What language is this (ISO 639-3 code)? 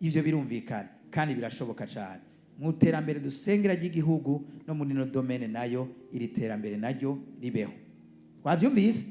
run